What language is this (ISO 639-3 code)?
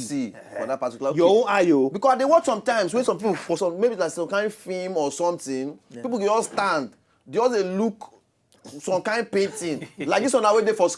pcm